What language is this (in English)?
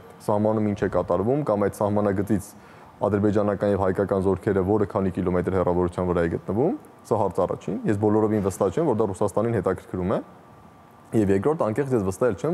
Armenian